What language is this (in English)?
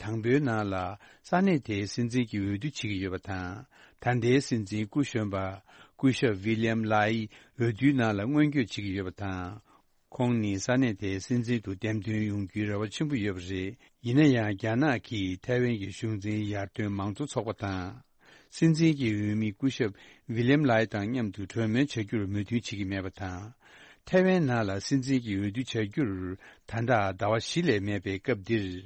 Tibetan